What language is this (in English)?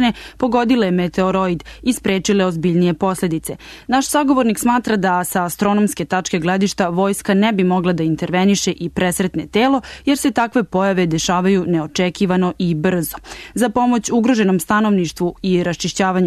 Serbian